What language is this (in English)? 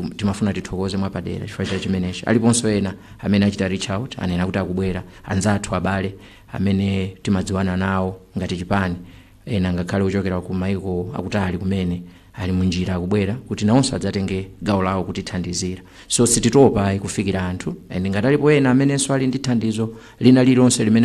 Nyanja